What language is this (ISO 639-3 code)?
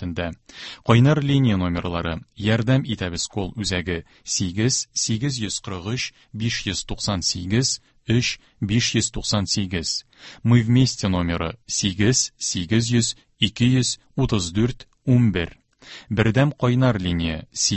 tat